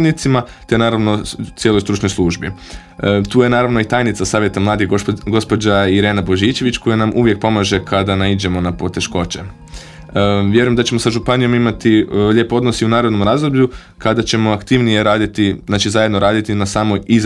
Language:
Croatian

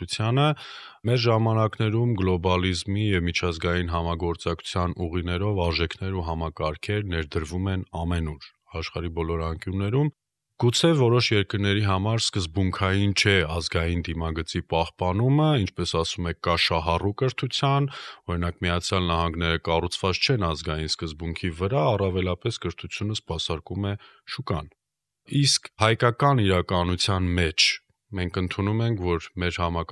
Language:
Armenian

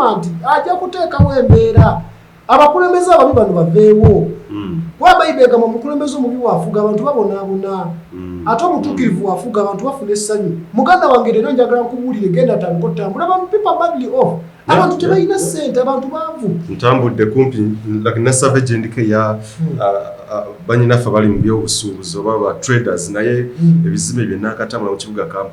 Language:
Ganda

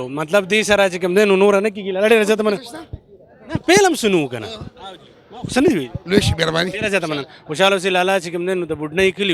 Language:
Pashto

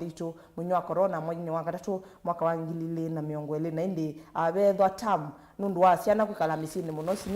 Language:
Kamba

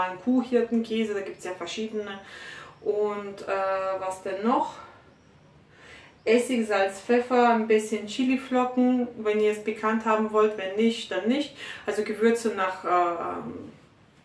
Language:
German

